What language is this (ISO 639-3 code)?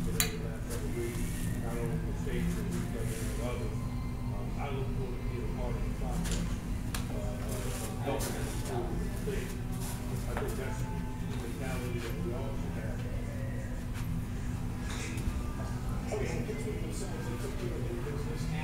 eng